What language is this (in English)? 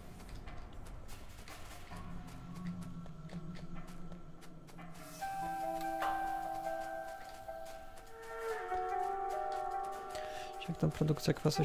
Polish